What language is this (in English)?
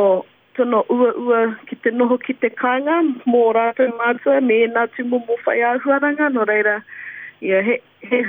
Māori